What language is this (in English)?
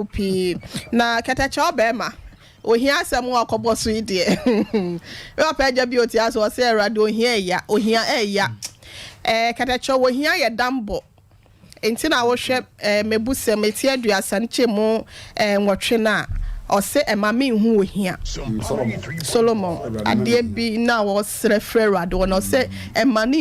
Akan